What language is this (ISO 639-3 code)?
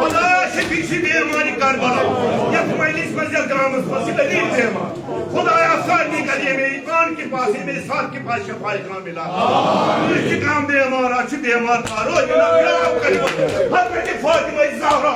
kas